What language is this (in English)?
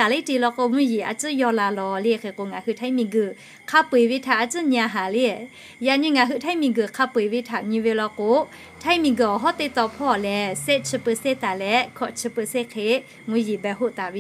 Lahu